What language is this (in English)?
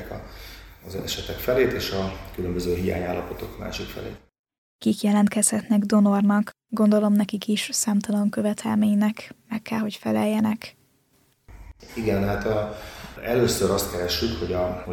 Hungarian